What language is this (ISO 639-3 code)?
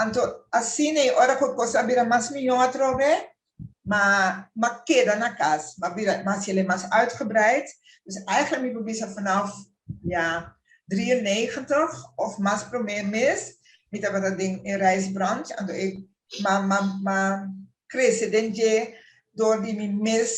pap